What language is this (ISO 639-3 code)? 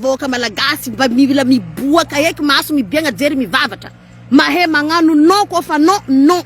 mlg